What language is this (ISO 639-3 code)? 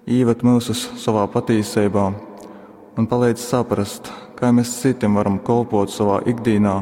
ltg